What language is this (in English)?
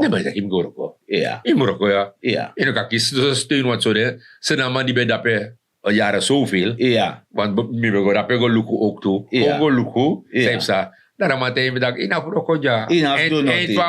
Sranan Tongo